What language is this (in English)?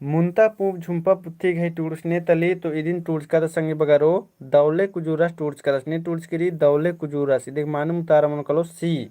Kurukh